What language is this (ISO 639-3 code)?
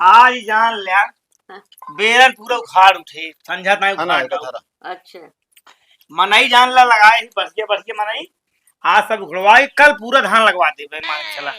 awa